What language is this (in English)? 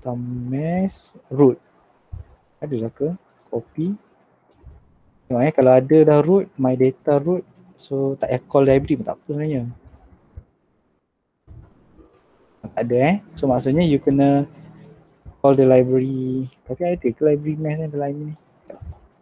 Malay